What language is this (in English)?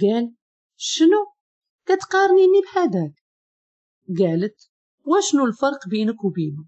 Moroccan Arabic